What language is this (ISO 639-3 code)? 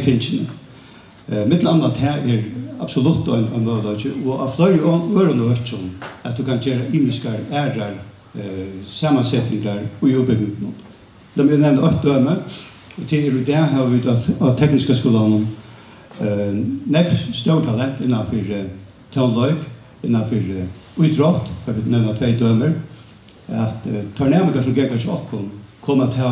fao